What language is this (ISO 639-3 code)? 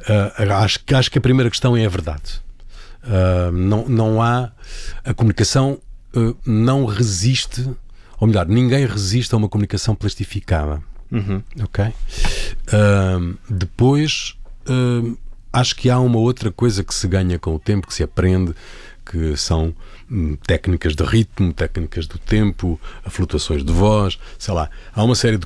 por